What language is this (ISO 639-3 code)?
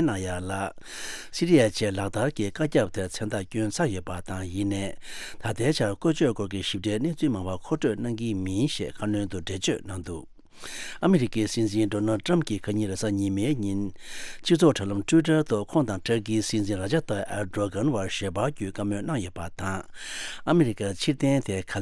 bod